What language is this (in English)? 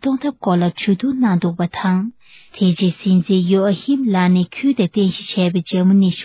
Tibetan